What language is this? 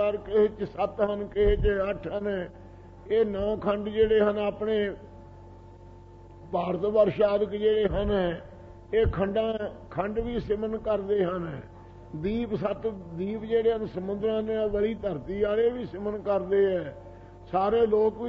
Punjabi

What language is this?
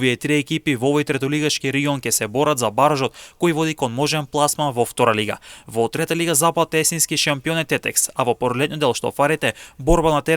Macedonian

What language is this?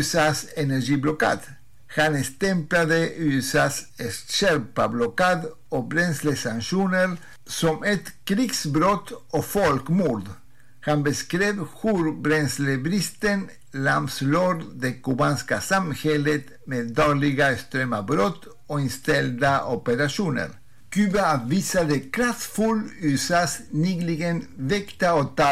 Swedish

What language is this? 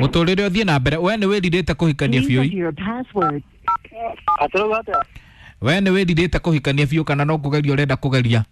Kikuyu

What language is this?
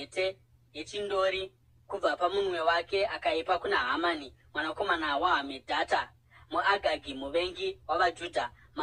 Shona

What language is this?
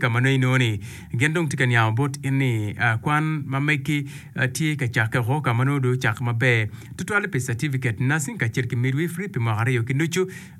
Acoli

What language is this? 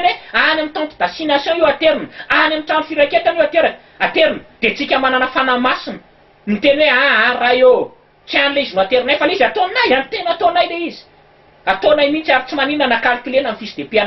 Malagasy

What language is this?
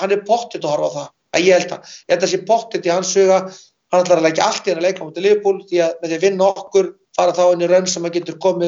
Icelandic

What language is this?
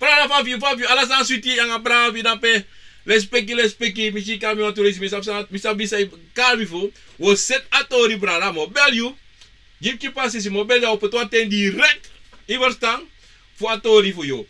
Sranan Tongo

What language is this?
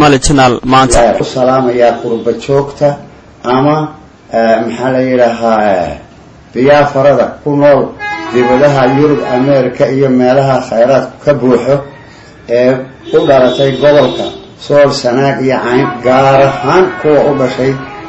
Somali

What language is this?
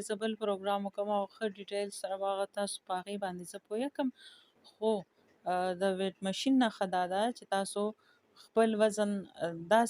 Pashto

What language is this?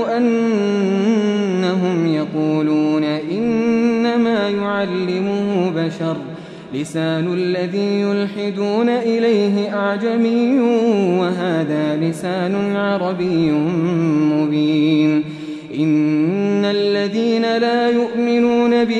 Arabic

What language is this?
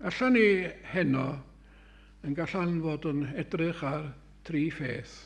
Welsh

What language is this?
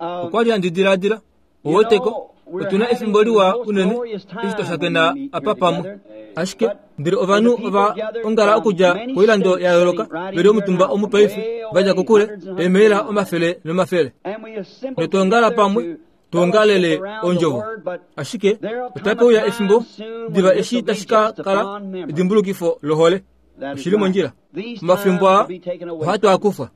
Kuanyama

